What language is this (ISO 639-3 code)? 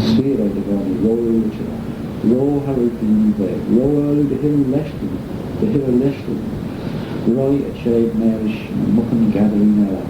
glv